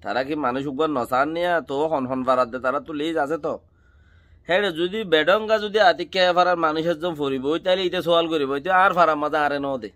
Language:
Rohingya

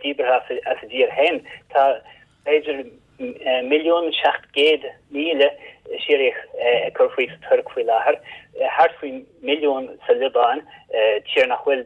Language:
Irish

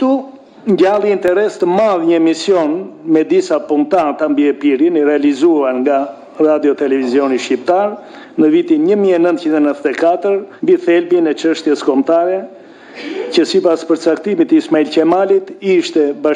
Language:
Albanian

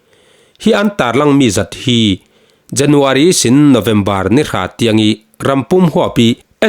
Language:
Falam Chin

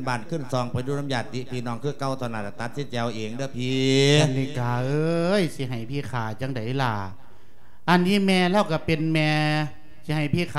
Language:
Lao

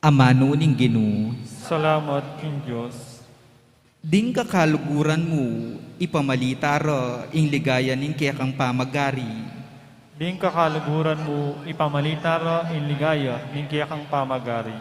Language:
Pampanga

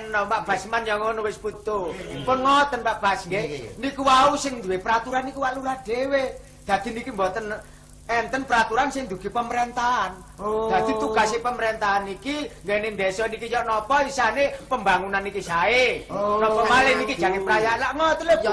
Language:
Javanese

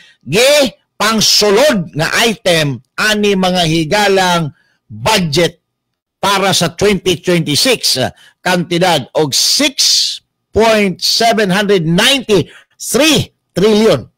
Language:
Cebuano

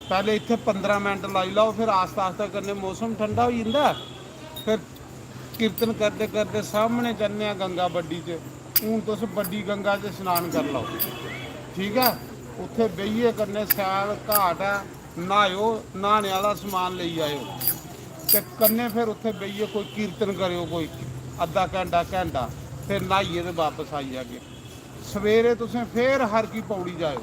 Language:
Dogri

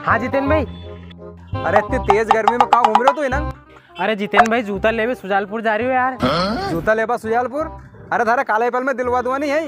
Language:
Rajasthani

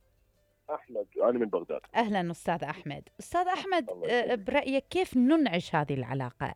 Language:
Mesopotamian Arabic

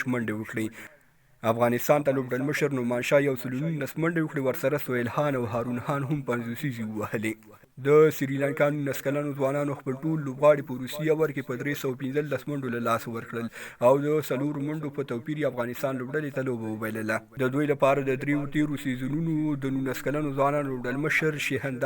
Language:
Pashto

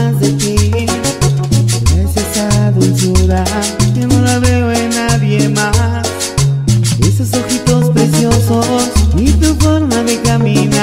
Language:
Spanish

